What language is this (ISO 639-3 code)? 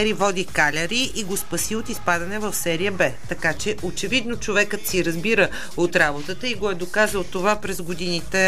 bul